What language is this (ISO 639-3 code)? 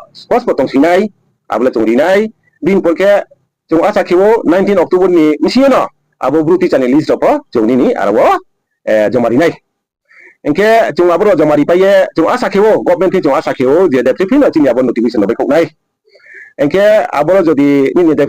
ria